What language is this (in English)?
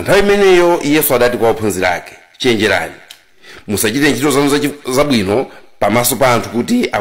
Nyanja